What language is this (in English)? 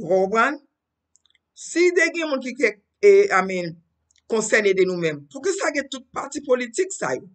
Haitian Creole